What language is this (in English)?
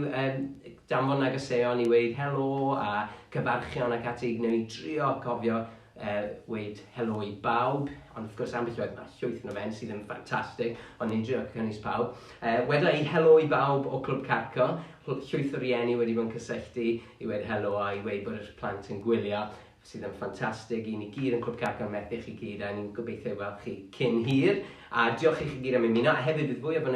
Welsh